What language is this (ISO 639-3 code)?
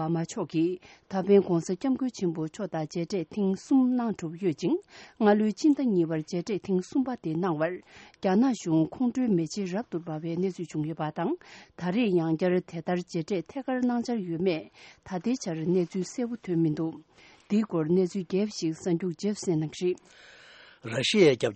bod